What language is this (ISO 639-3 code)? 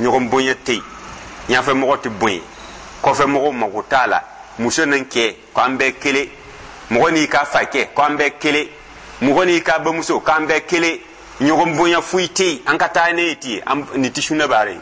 dyu